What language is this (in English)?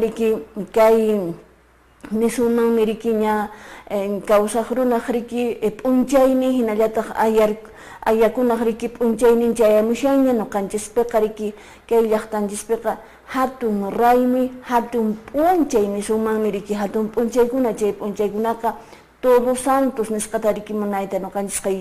Quechua